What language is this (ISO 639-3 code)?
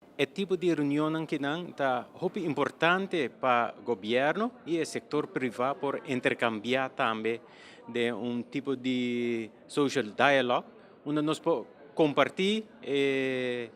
pap